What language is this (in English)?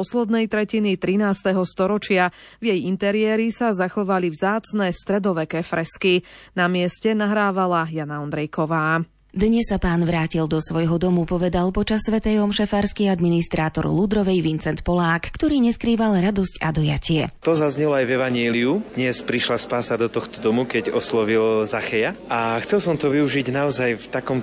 Slovak